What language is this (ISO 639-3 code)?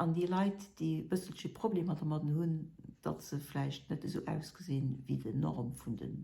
ltz